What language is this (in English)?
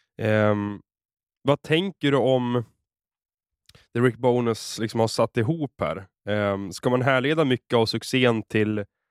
Swedish